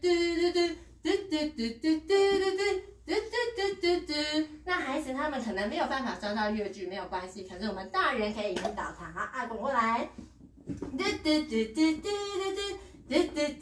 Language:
Chinese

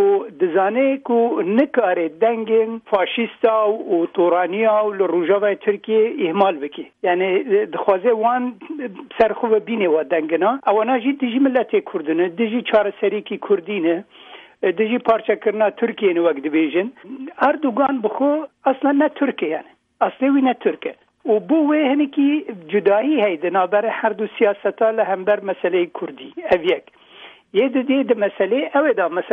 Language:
Kurdish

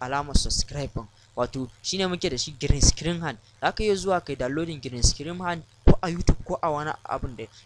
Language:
Hausa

